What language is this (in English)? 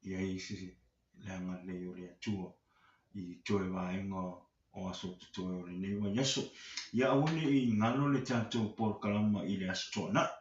Samoan